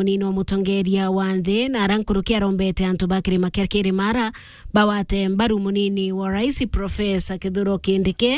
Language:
Meru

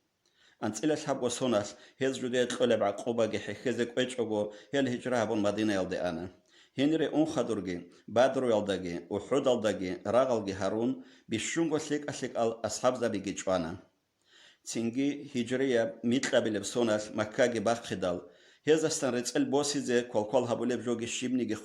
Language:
Avaric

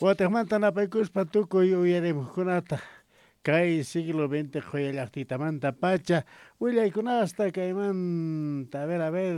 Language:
Quechua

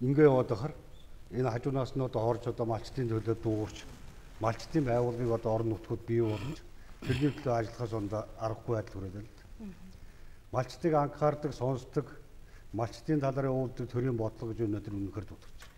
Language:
Mongolian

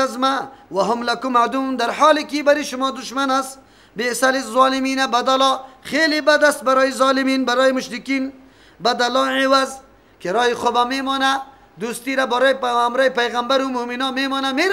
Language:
Persian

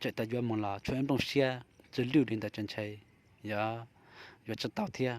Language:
Hmong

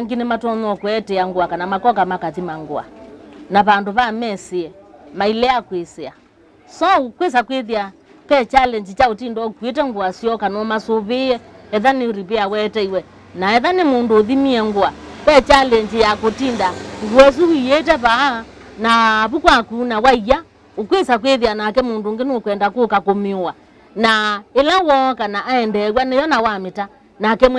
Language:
Kamba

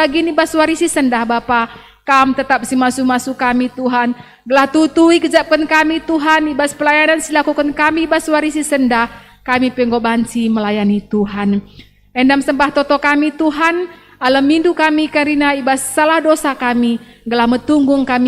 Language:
Batak Karo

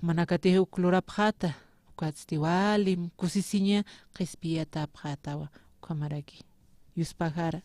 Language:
Aymara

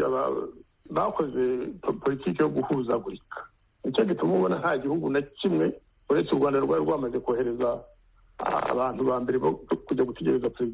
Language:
Kinyarwanda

